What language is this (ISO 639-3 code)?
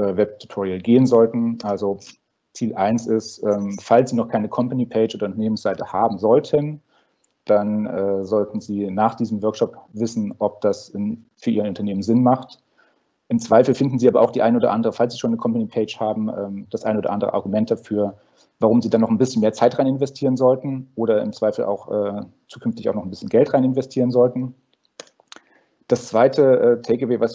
deu